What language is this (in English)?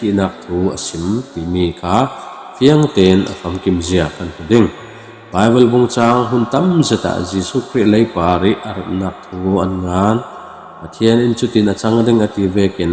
Falam Chin